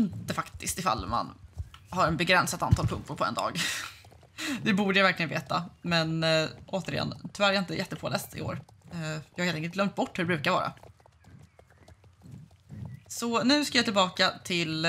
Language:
Swedish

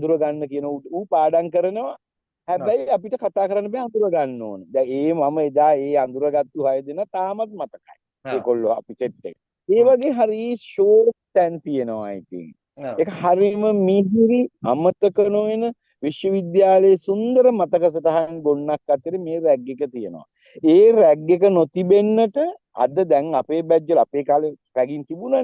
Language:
Sinhala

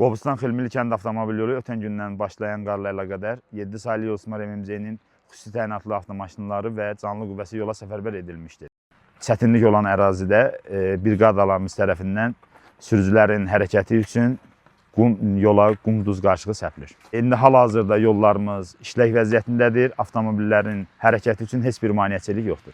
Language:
Azerbaijani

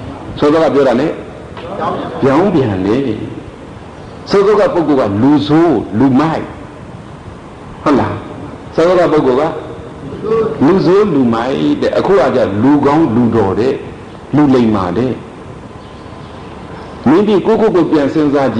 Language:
Burmese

